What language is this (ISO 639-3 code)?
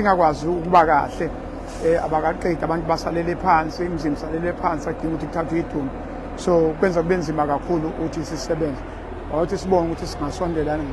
zul